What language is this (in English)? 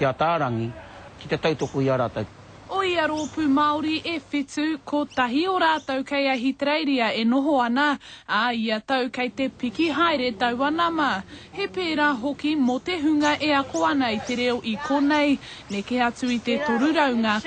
Māori